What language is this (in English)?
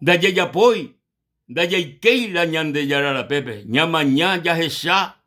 Guarani